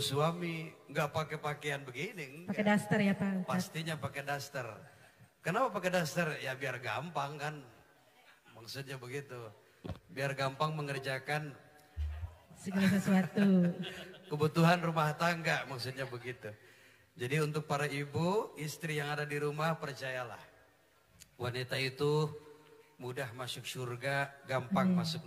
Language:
Indonesian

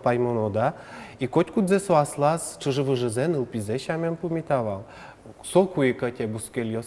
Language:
Udmurt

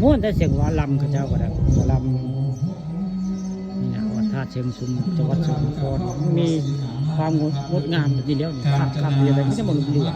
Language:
Northeastern Thai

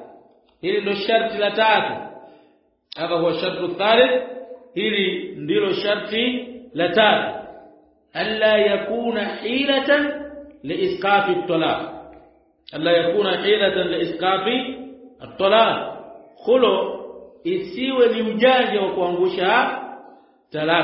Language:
Swahili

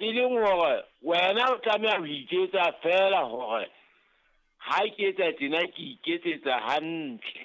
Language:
Southern Sotho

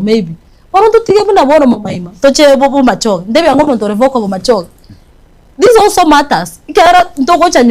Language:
Gusii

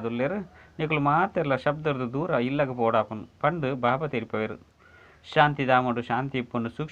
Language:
Tulu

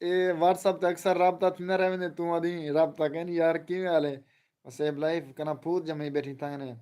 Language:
Saraiki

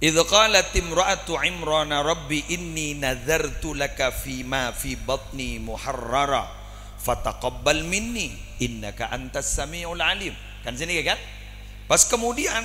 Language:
Madurese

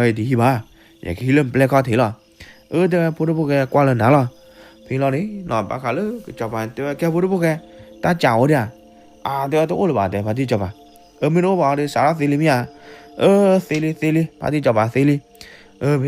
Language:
S'gaw Karen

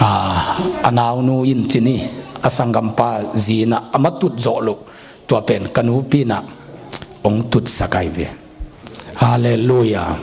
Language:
Tedim Chin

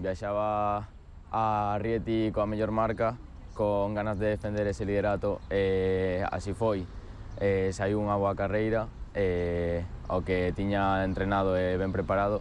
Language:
Galician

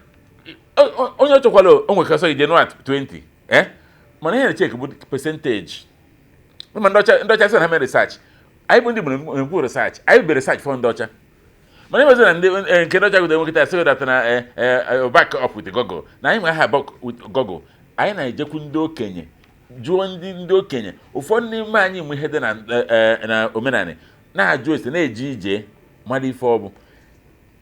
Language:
Igbo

